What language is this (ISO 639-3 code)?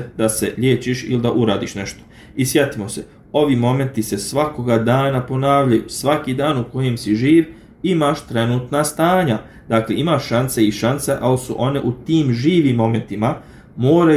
bos